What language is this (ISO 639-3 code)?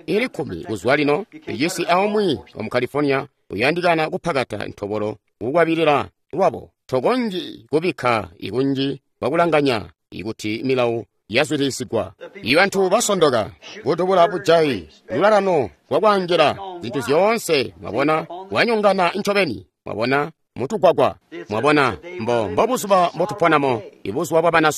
toi